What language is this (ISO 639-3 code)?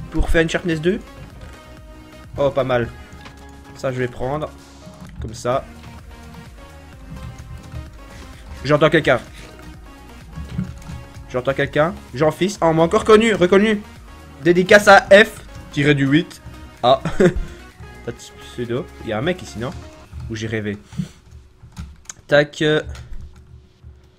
fra